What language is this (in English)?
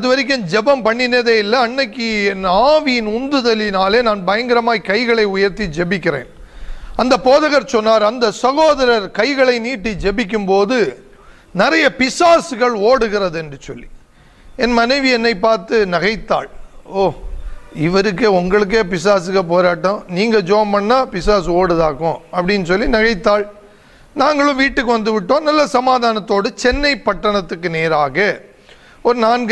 Tamil